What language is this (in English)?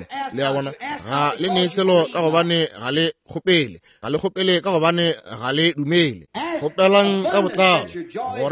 Northern Sotho